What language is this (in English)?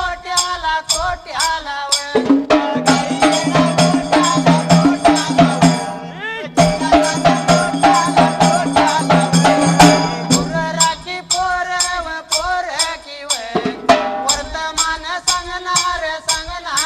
Marathi